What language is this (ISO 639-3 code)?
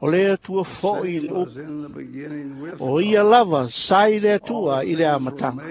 smo